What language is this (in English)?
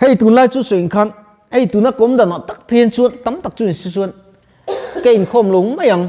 Mizo